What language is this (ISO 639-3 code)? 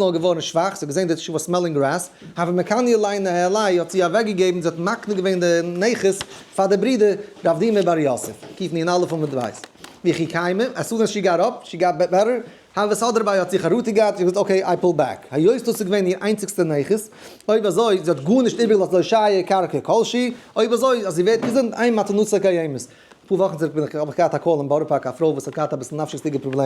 yid